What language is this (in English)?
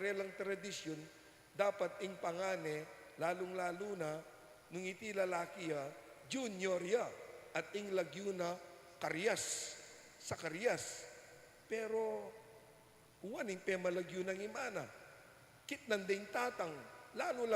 Pampanga